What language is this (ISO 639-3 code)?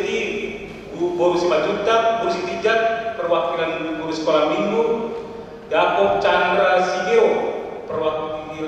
bbc